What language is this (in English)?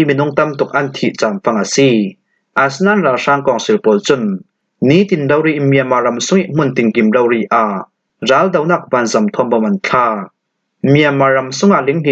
Falam Chin